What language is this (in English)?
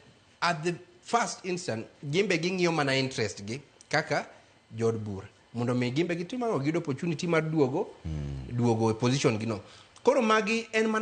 Luo (Kenya and Tanzania)